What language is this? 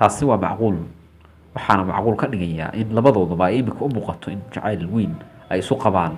Somali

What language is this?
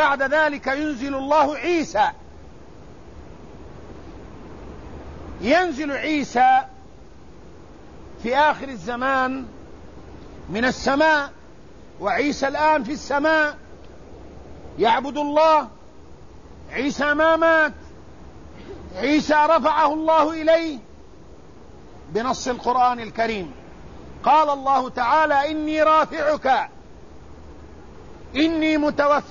Arabic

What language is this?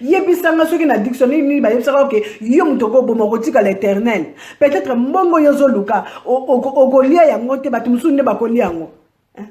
Lingala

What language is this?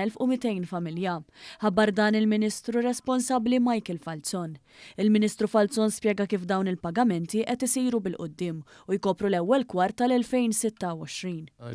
Maltese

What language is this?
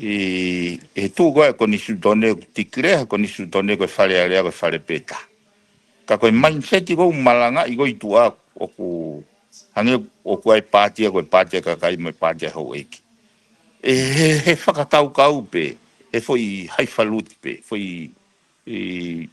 Tongan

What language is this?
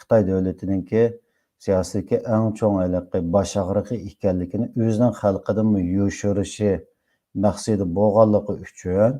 Uyghur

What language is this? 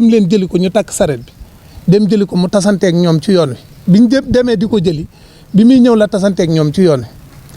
Wolof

